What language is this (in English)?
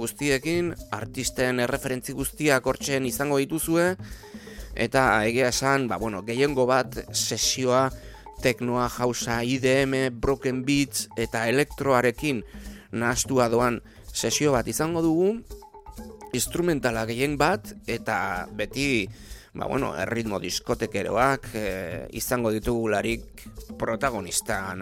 Basque